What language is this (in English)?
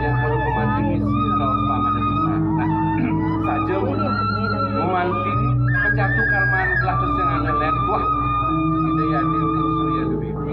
Balinese